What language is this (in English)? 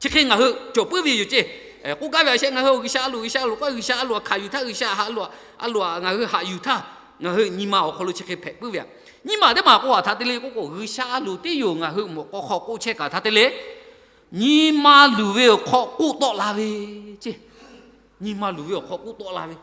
Lahu